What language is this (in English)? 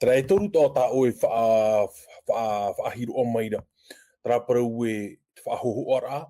Tahitian